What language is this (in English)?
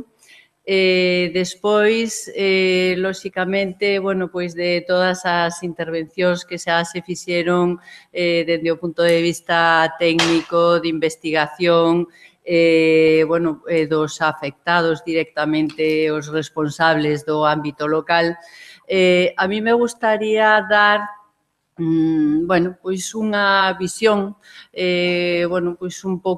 Galician